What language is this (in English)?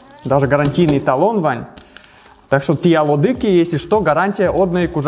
Udmurt